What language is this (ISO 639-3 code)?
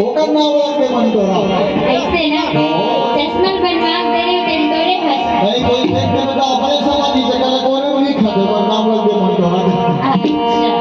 hne